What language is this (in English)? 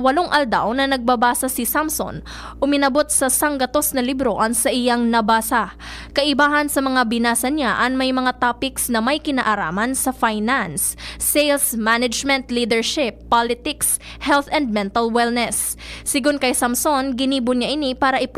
Bikol